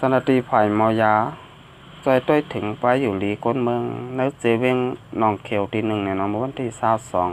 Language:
Shan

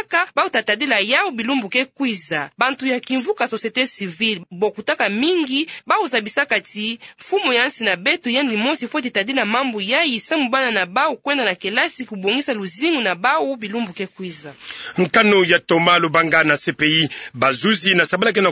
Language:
Kituba (Democratic Republic of Congo)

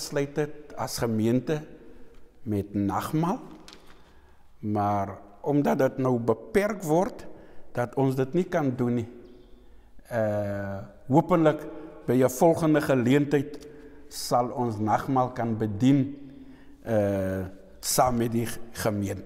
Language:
Afrikaans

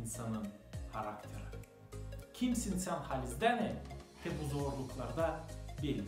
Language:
Gagauz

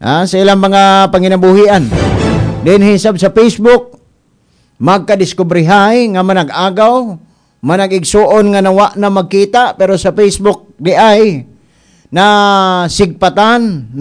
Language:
Cebuano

